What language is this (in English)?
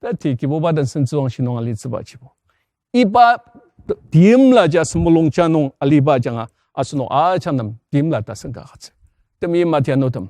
Ao Naga